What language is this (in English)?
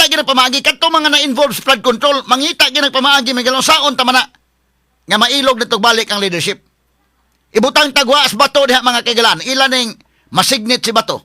Cebuano